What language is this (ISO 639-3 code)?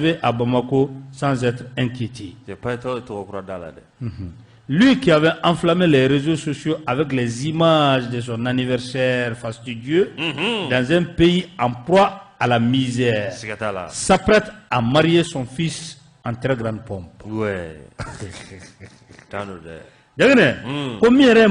bam